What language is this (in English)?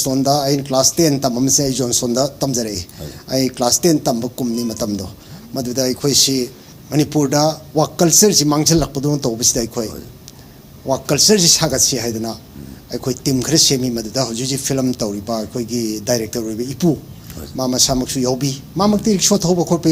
Manipuri